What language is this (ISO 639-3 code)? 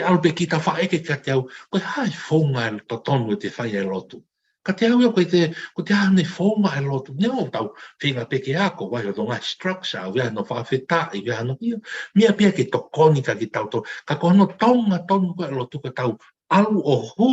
ton